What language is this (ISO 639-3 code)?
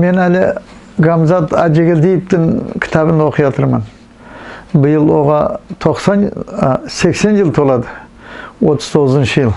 nog